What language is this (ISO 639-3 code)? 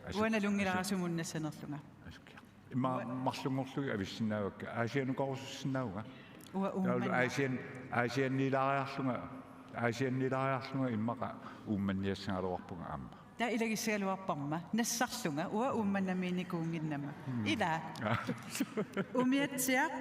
kal